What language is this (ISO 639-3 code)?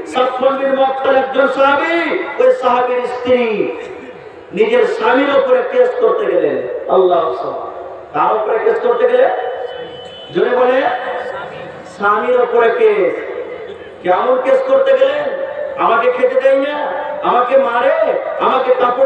ben